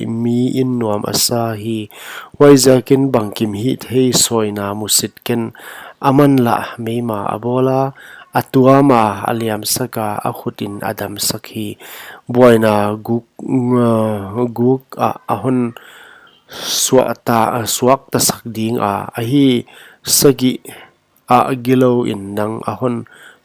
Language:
Paite Chin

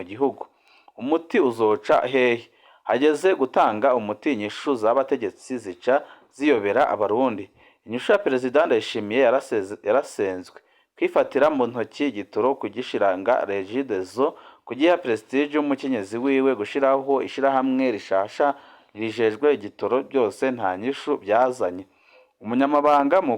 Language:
Rundi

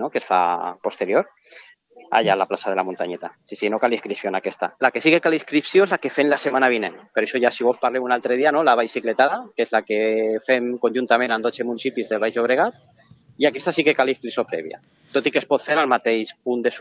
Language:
Catalan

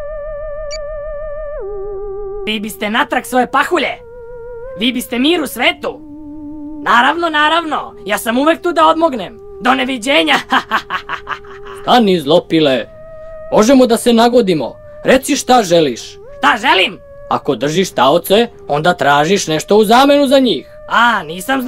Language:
Serbian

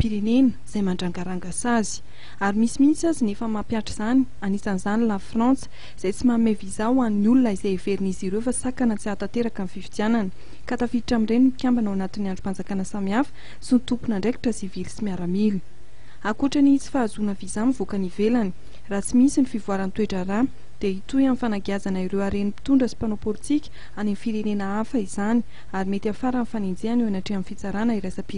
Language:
Malagasy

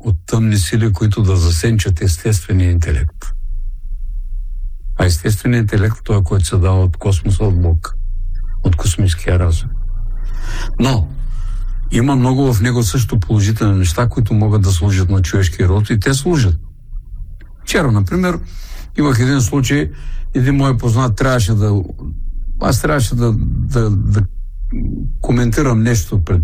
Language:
Bulgarian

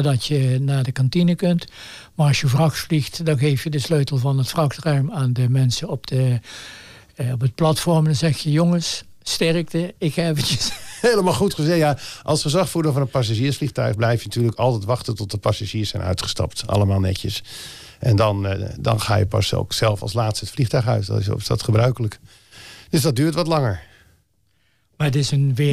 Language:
Dutch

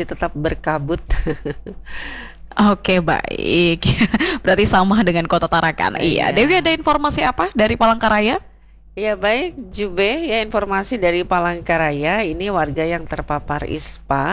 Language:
Indonesian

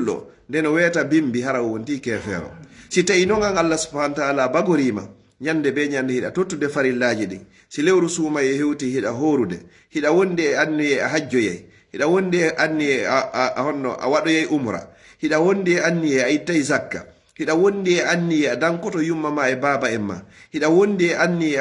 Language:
Pular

